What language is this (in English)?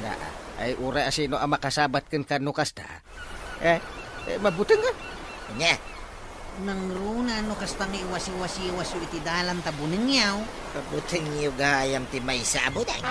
Iloko